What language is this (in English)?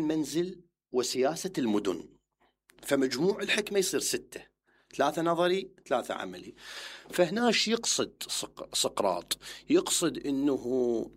Mesopotamian Arabic